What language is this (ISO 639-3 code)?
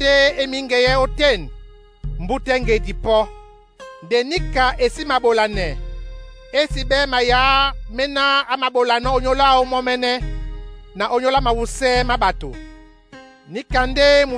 dua